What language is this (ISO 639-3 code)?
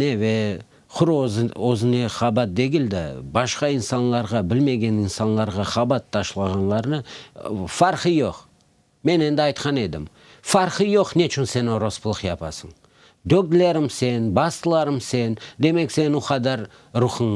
crh